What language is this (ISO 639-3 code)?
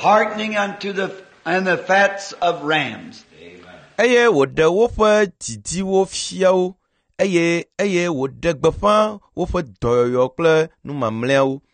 ewe